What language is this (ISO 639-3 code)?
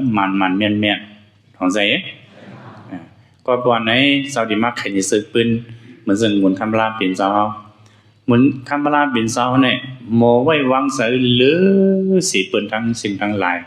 shn